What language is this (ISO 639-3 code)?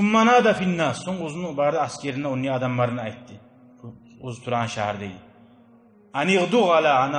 kum